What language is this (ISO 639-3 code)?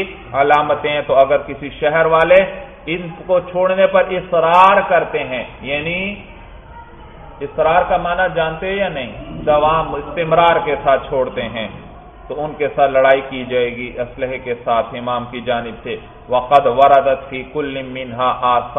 urd